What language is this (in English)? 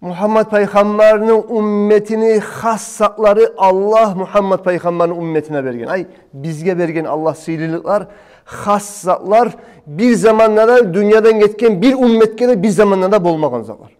Kumyk